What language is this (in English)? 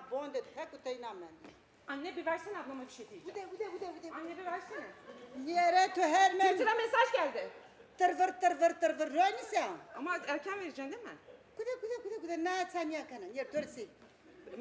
Zaza